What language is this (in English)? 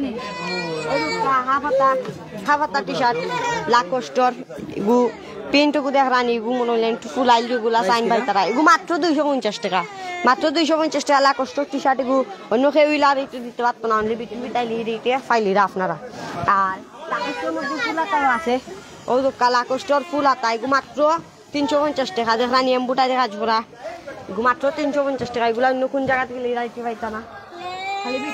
Sylheti